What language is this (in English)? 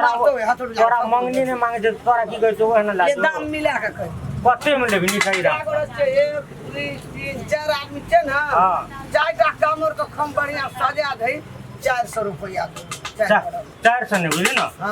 Maithili